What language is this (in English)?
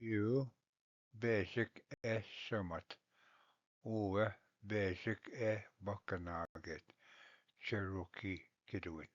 Ojibwa